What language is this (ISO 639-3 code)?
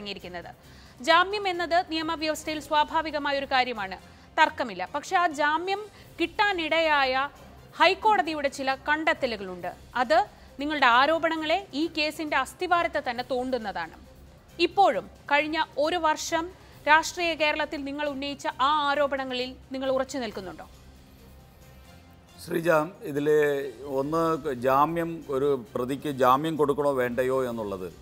mal